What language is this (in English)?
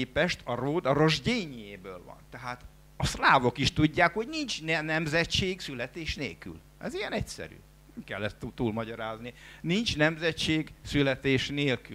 Hungarian